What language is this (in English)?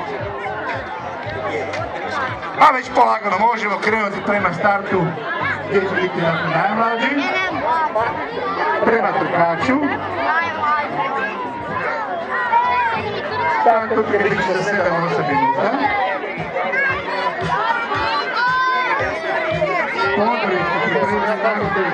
Croatian